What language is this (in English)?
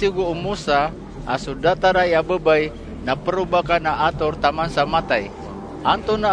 Maranao